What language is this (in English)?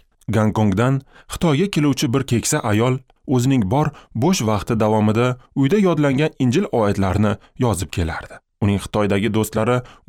Uzbek